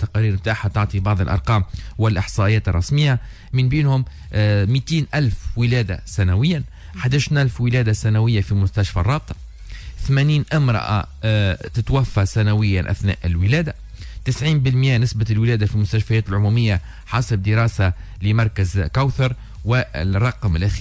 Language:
Tunisian Arabic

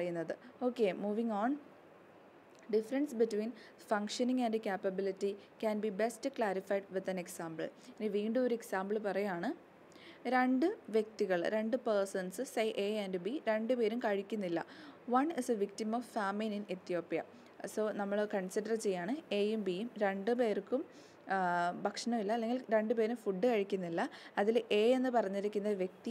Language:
Malayalam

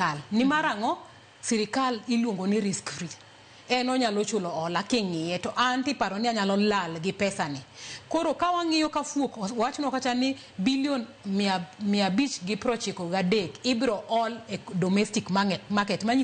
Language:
Luo (Kenya and Tanzania)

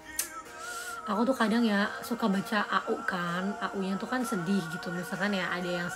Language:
Indonesian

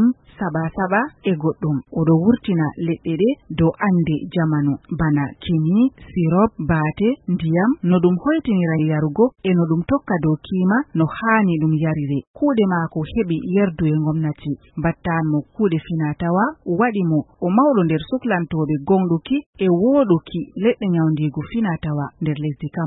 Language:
Fula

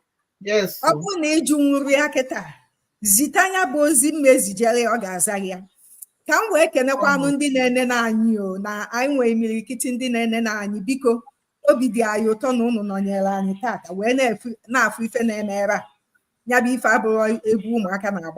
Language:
Igbo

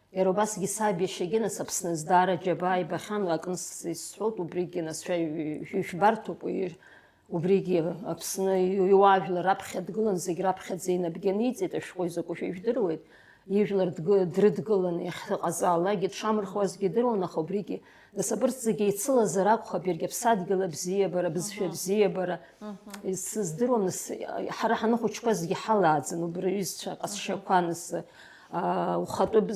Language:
Abkhazian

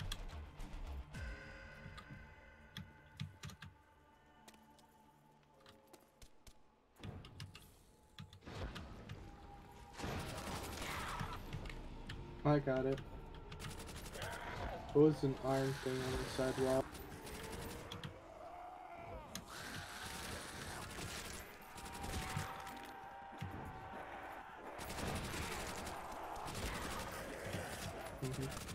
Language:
English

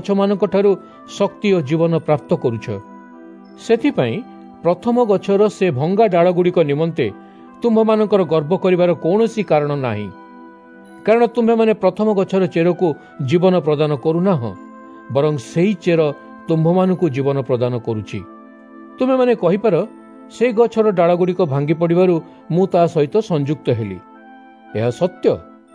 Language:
Odia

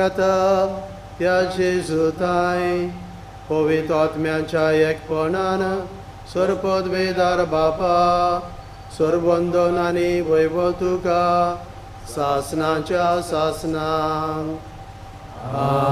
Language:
Konkani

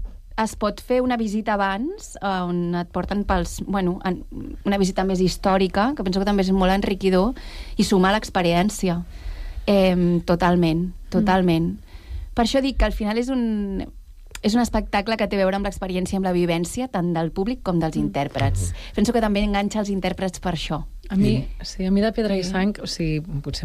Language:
Catalan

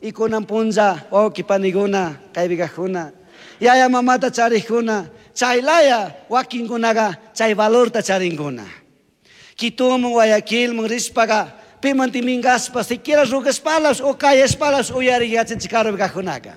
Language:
Chimborazo Highland Quichua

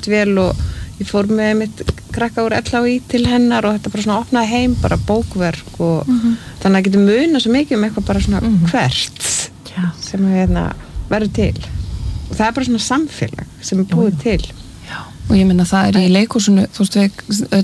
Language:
Icelandic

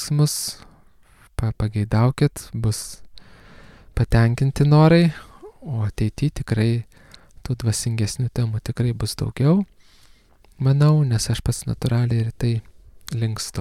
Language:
Lithuanian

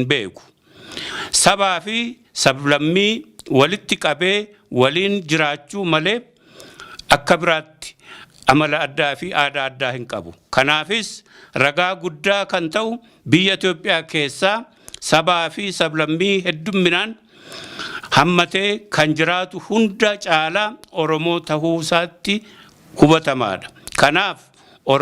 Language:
Oromo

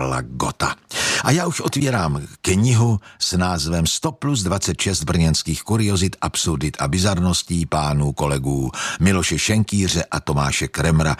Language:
Czech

